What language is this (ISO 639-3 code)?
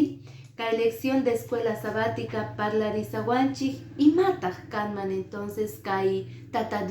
que